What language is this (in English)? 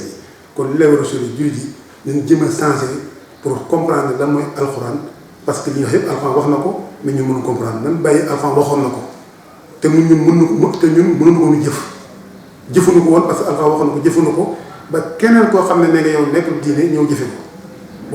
Wolof